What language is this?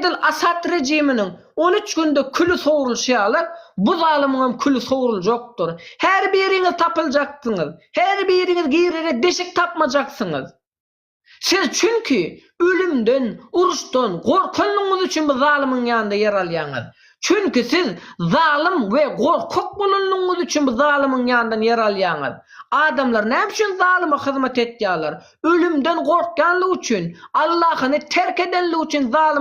Turkmen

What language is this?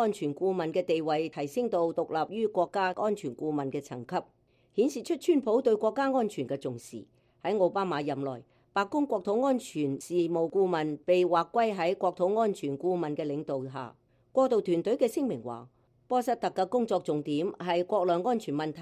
Cantonese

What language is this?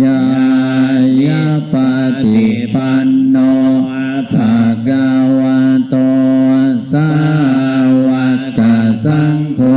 Pali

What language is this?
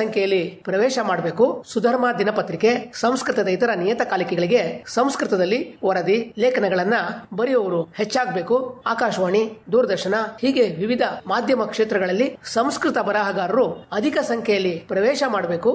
Kannada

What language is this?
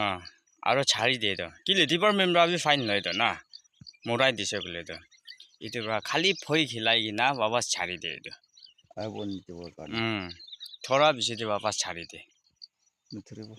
Naga Pidgin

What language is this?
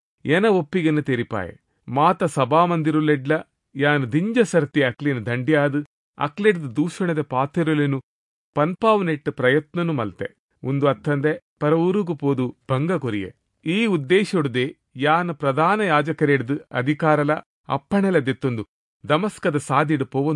Tulu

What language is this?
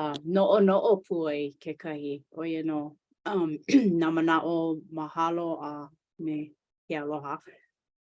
Hawaiian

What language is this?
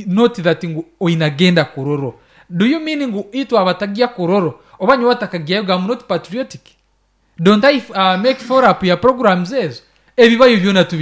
Nyankole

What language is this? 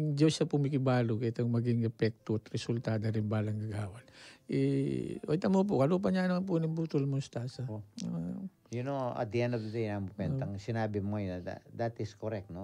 Pampanga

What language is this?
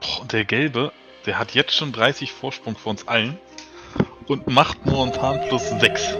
Swiss German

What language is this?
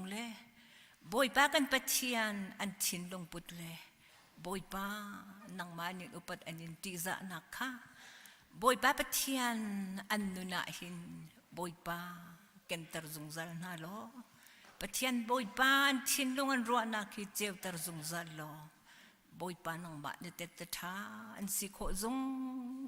Hakha Chin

